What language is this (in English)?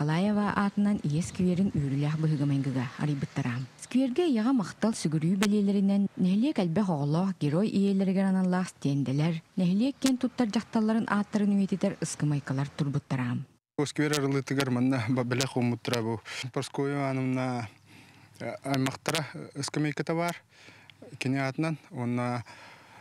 Yakut